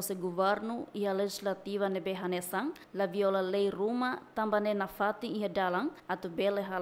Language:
Tetum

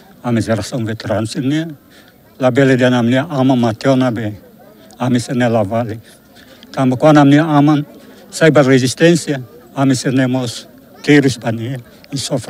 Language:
Tetum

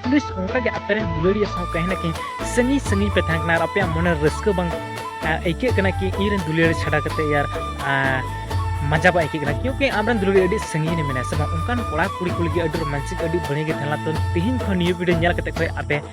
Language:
Santali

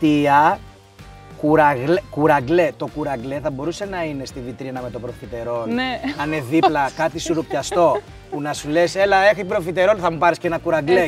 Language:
Greek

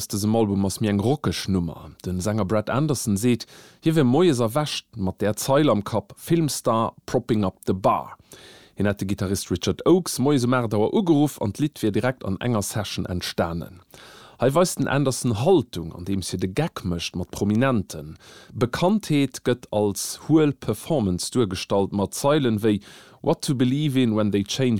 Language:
Luxembourgish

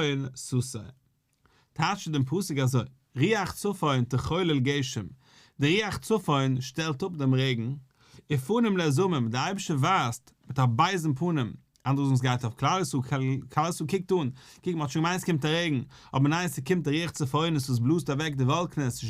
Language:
Yiddish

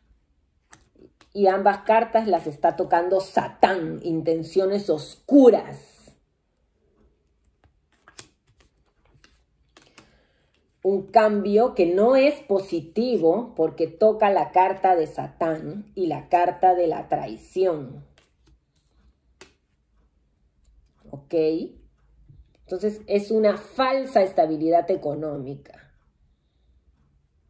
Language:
Spanish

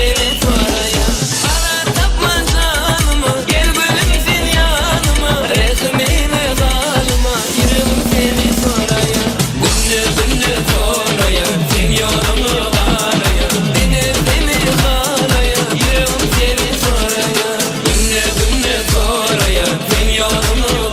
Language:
Turkmen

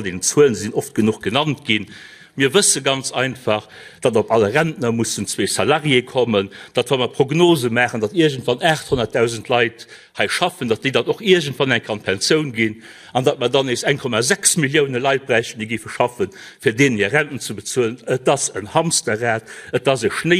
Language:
Luxembourgish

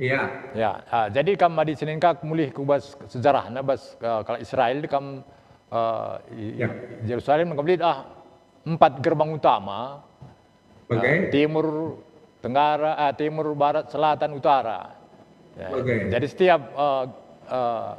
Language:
Batak Karo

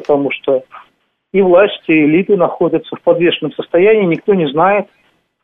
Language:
Russian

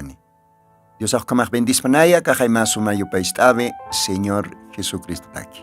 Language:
Aymara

